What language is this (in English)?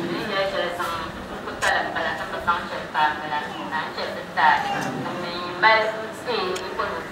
Dagbani